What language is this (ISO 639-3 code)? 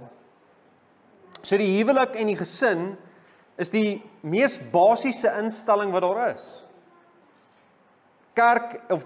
afr